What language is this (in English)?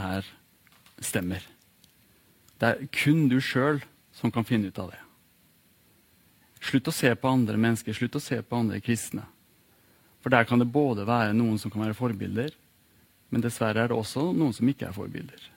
Norwegian